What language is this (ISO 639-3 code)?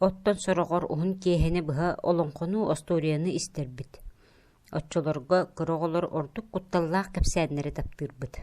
sah